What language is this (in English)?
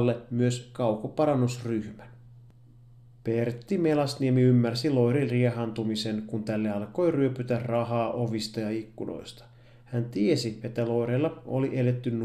Finnish